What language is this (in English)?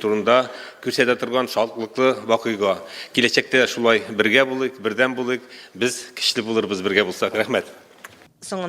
Tatar